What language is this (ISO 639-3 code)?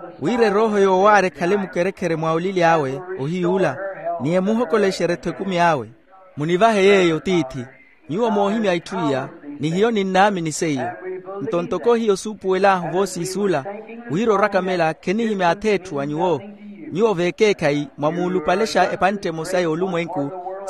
vmw